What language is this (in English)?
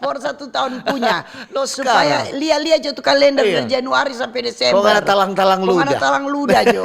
Manado Malay